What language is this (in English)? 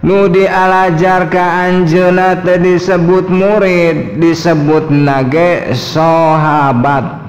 Sundanese